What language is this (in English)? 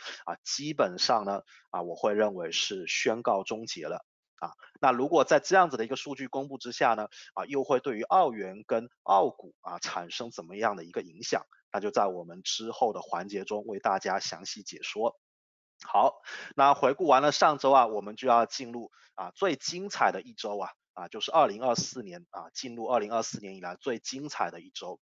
Chinese